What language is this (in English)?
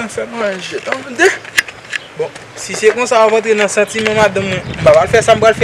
Haitian Creole